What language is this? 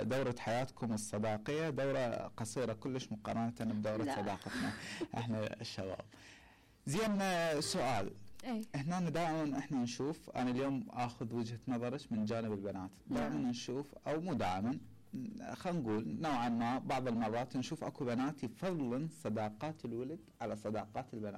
Mesopotamian Arabic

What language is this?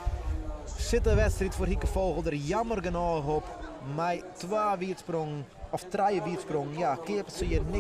Western Frisian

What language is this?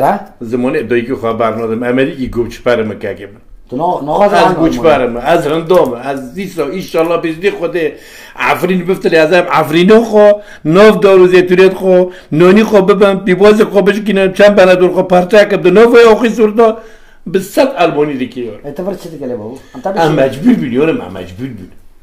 Kurdish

